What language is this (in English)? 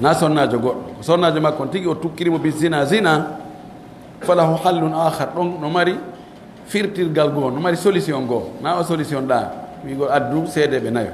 Fula